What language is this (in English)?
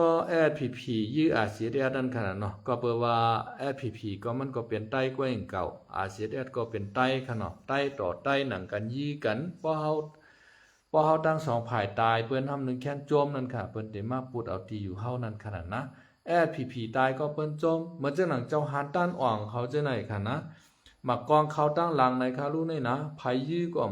Shan